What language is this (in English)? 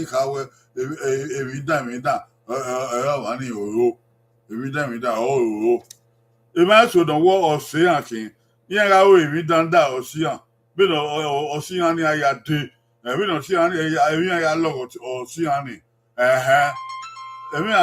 Bini